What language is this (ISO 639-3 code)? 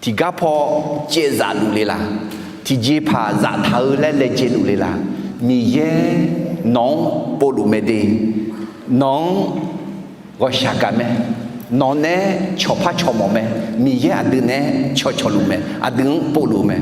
ahk